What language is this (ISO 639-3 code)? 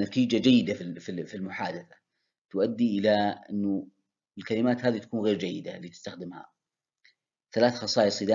ara